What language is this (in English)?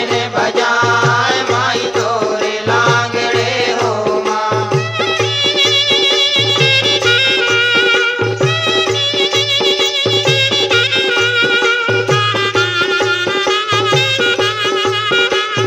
Bhojpuri